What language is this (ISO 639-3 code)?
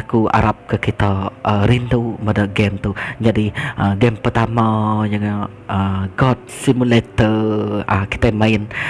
iba